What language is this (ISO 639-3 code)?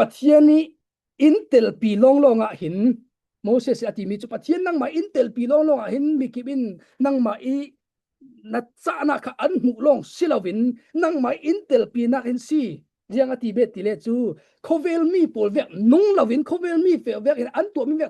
cfm